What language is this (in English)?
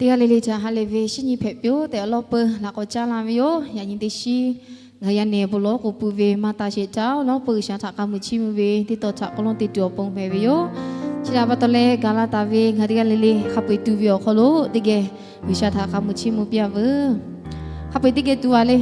Lahu